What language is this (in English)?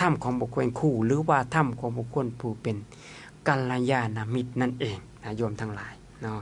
Lao